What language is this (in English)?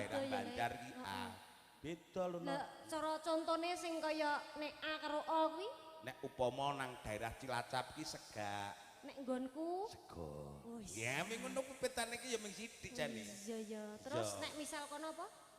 Javanese